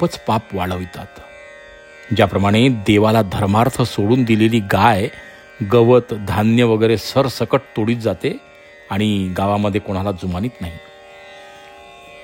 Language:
Marathi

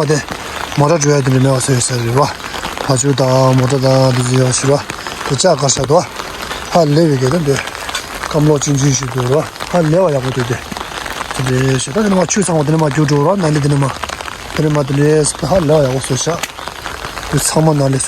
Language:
Tibetan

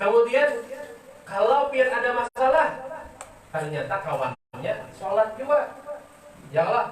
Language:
Banjar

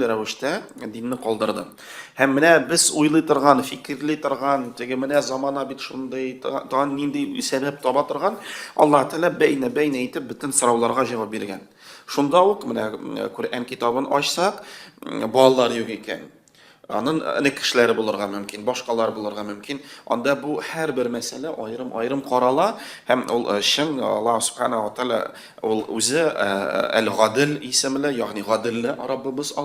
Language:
Tatar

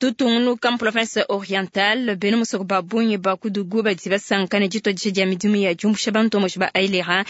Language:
Luba-Lulua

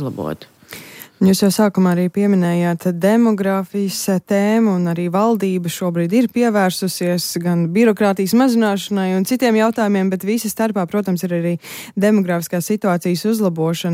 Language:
Latvian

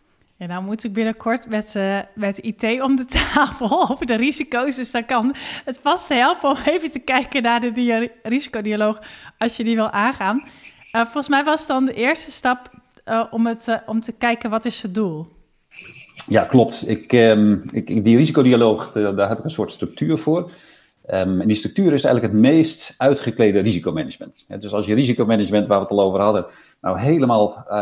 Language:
Dutch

